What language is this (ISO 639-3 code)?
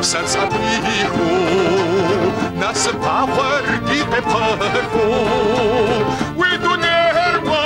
kbd